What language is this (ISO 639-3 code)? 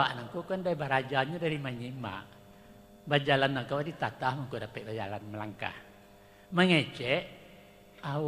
min